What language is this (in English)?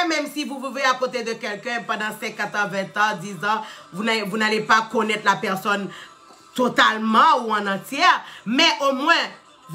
French